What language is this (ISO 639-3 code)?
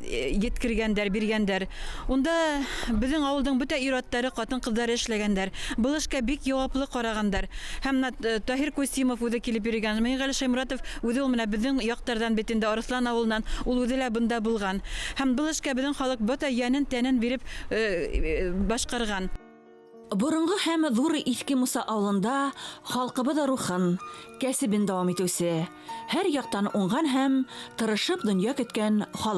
bak